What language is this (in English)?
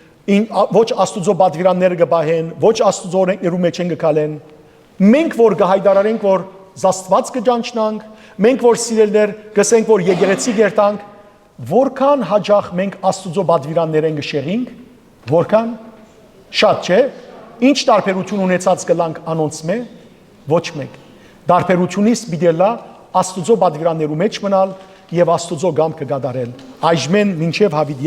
Western Armenian